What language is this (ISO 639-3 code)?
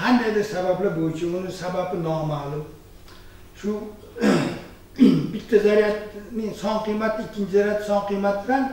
uzb